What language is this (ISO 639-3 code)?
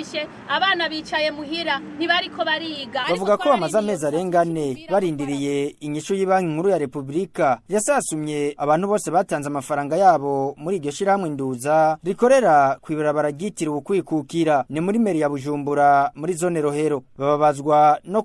run